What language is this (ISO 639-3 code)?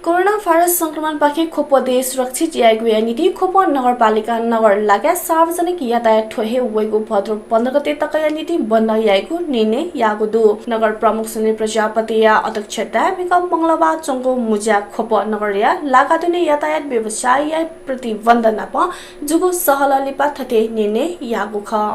new